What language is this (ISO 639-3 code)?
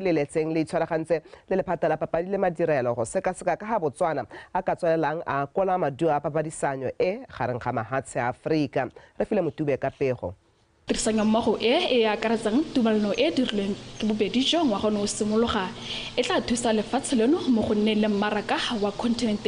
tsn